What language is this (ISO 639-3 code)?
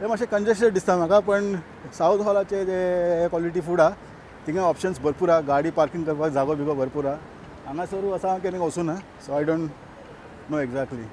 kok